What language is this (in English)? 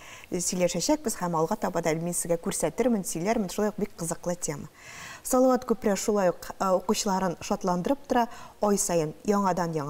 Tatar